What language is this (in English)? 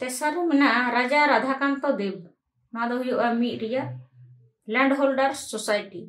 Santali